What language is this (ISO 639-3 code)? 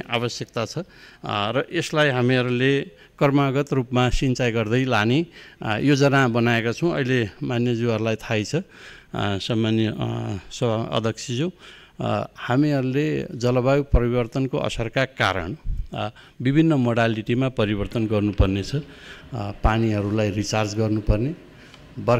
nep